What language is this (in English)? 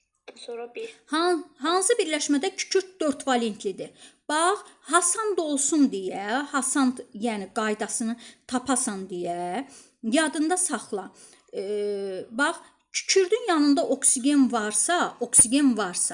Azerbaijani